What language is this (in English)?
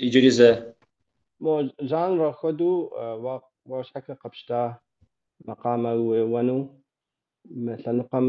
Kabardian